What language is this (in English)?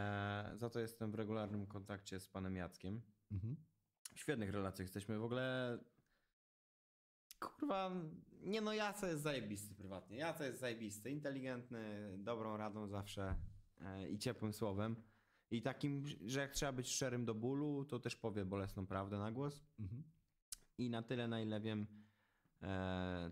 Polish